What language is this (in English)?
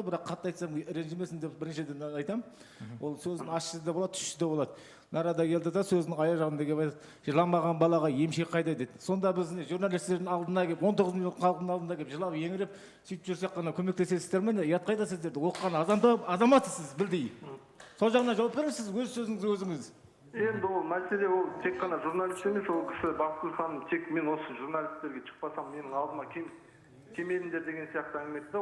Kazakh